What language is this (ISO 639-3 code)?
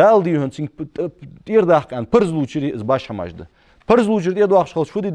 inh